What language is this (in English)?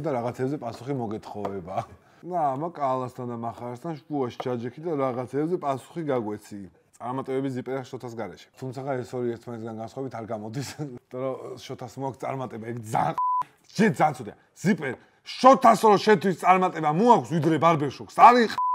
Georgian